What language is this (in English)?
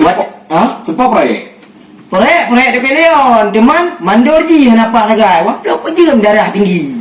Achinese